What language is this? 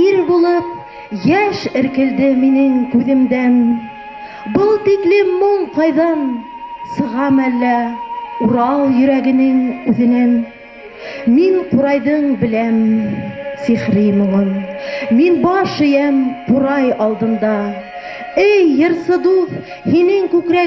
Bashkir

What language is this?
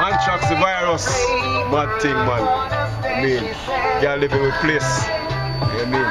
Jamaican Creole English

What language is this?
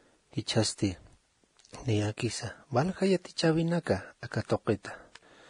Aymara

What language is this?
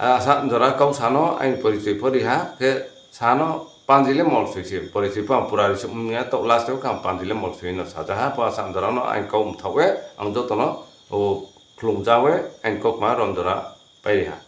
Riang (India)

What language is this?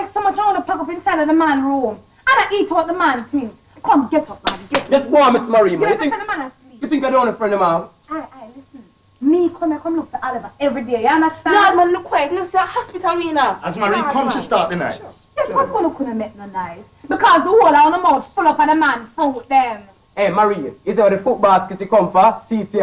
Jamaican Creole English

